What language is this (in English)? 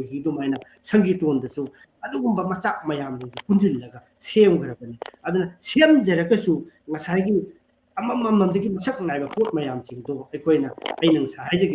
Manipuri